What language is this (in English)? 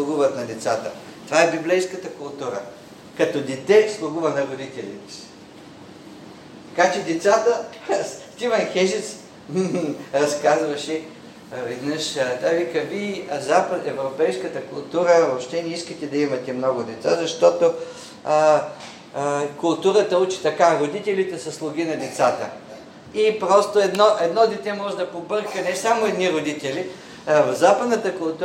Bulgarian